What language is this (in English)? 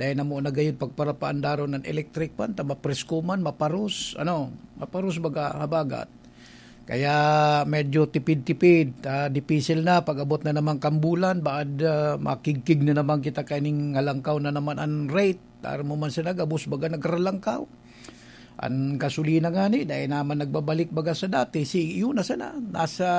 Bikol